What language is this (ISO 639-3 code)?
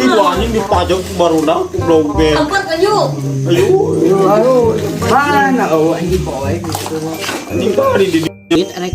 sun